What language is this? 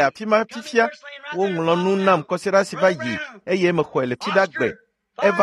Ewe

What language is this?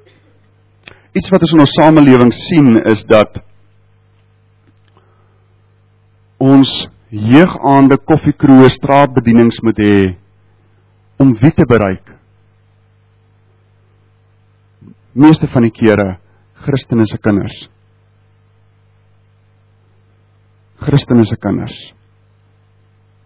Afrikaans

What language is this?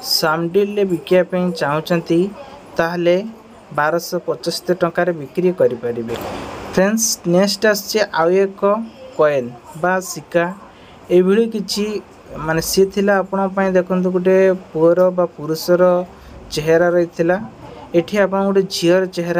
Odia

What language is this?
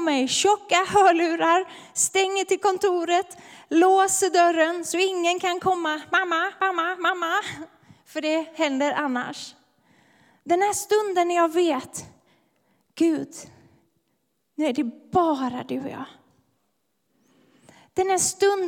Swedish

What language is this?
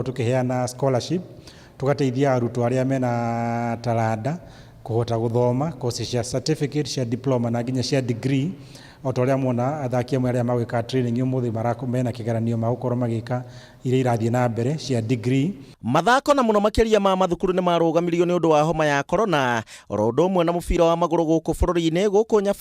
Kikuyu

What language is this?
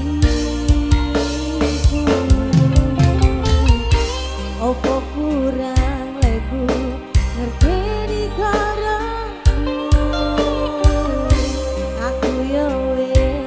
Javanese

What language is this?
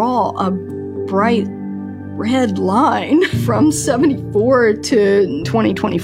English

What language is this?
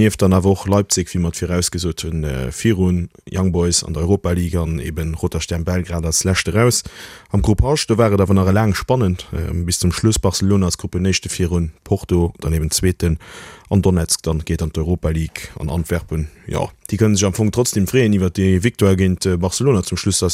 Luxembourgish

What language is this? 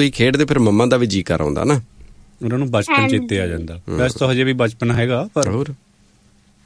Punjabi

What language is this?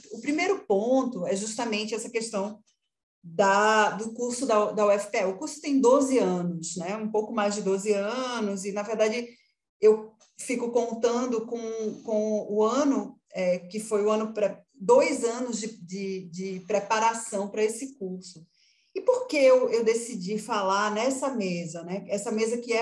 Portuguese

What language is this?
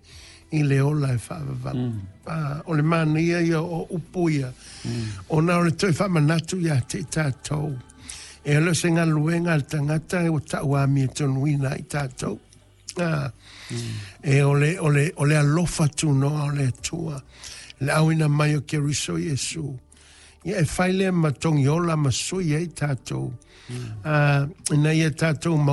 Samoan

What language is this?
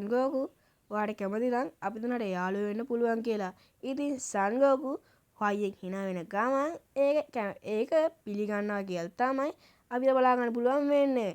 Sinhala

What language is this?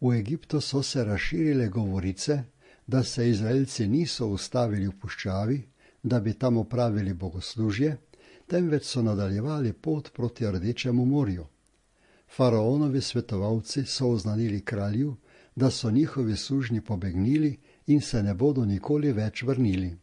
Slovenian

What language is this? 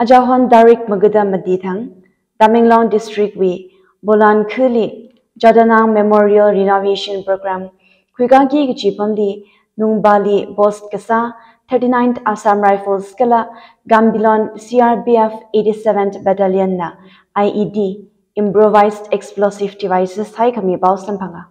Tangkhul Naga (India)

